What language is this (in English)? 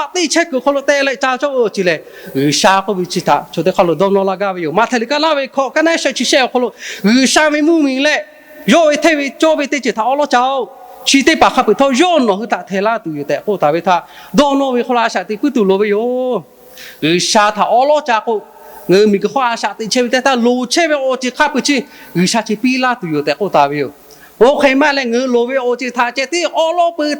Lahu